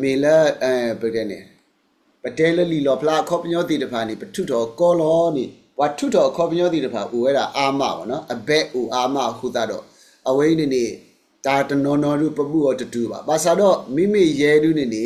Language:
S'gaw Karen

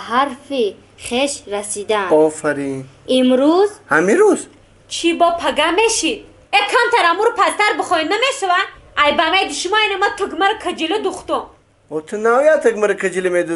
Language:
Tajik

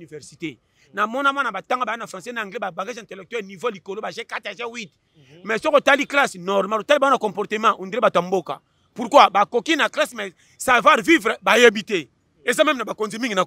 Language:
Lingala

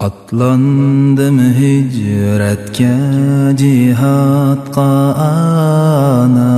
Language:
Uyghur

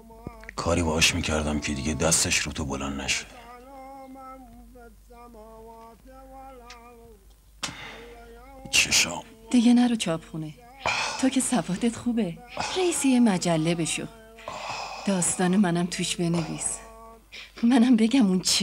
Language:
Persian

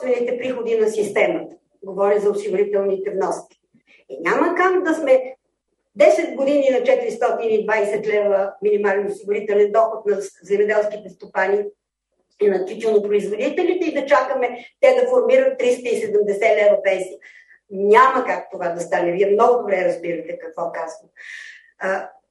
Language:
Bulgarian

